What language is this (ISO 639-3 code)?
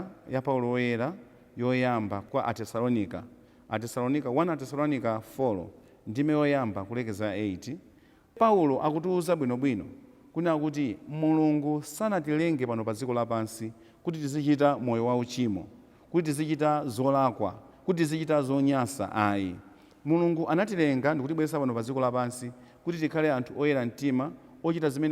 nya